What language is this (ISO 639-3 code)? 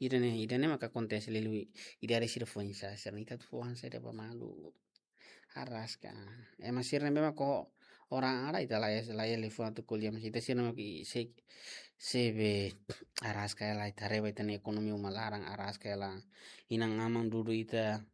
tet